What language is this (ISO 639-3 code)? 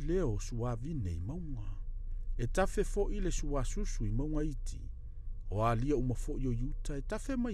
smo